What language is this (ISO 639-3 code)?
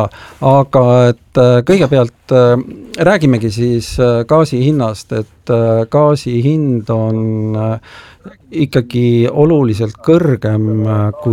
est